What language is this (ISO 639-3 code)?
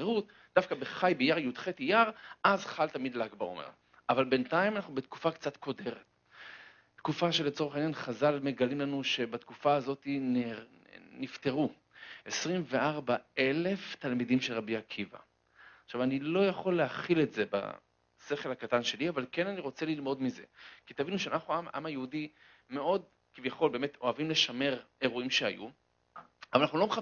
heb